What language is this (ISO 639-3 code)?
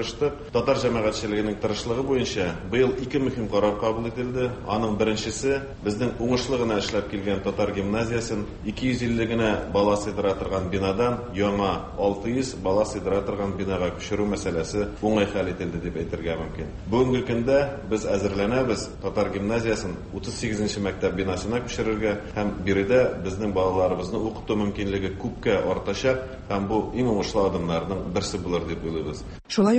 tat